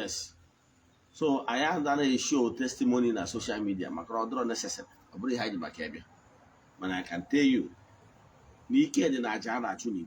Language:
Igbo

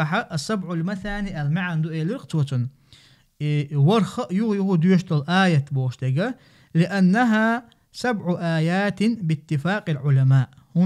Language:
Chechen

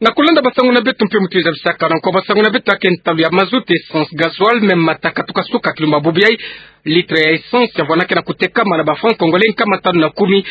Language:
Kituba (Democratic Republic of Congo)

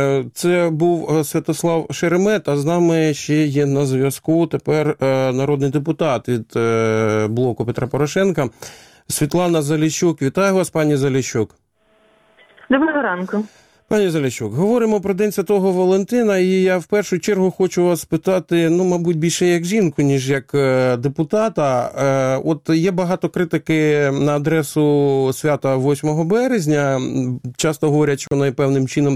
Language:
Ukrainian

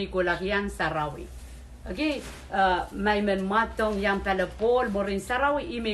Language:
Pohnpeian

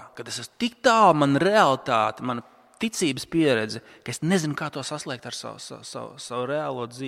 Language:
Latvian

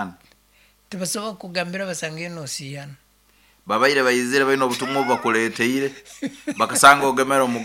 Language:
Nyoro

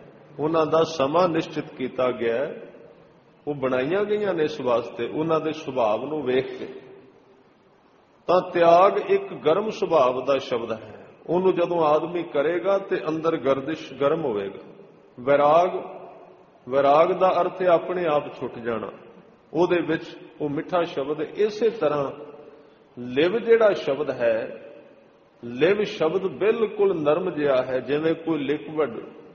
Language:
Punjabi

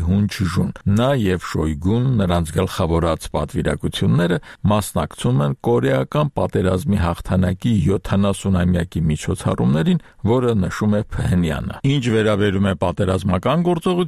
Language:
Armenian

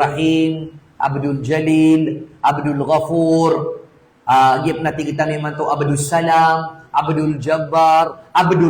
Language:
Maranao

